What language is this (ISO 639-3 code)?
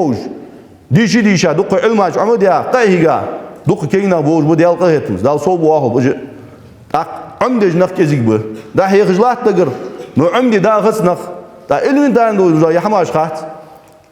inh